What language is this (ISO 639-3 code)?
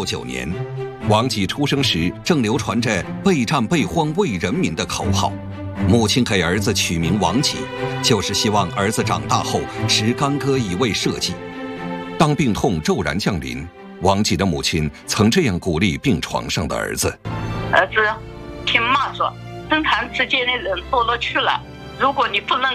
zho